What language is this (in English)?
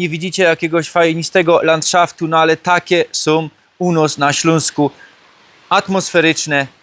Silesian